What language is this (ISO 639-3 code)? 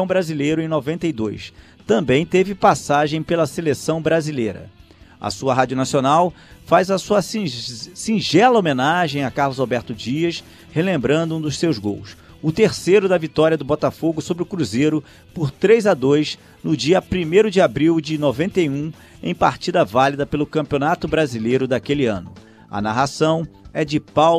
por